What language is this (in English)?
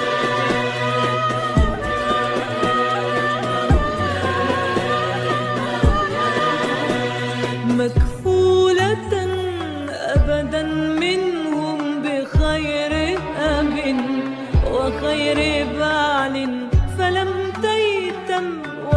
Arabic